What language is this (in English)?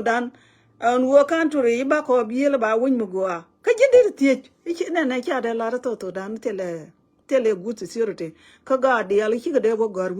Nuer